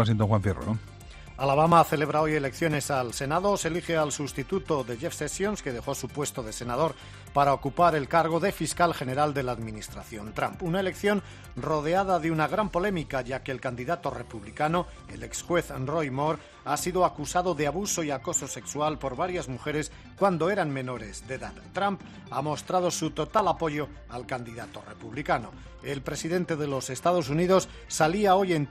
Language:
Spanish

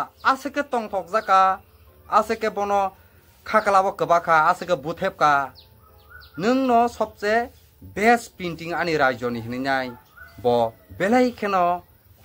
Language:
Kok Borok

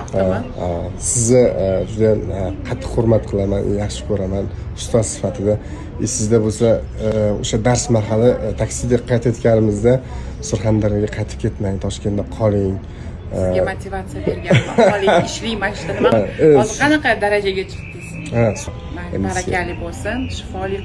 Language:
Uzbek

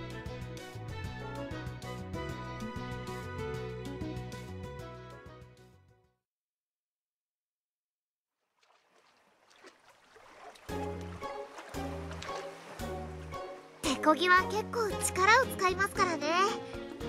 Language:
Japanese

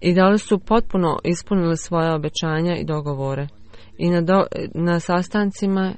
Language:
Bosnian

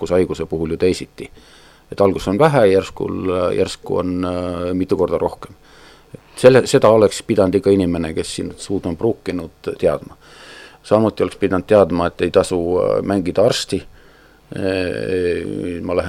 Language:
Estonian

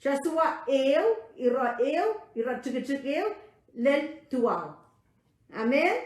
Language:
Pohnpeian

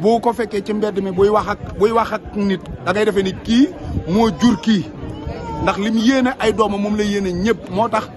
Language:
Wolof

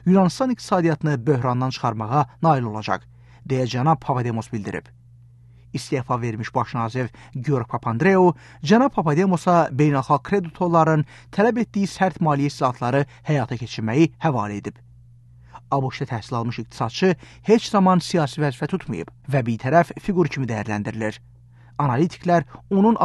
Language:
Azerbaijani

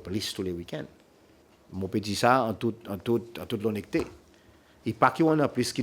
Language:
Seselwa Creole French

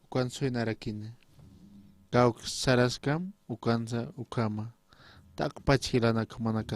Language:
Aymara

